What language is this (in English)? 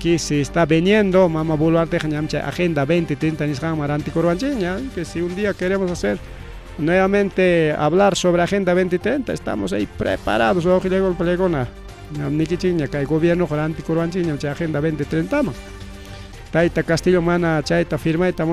Ayacucho Quechua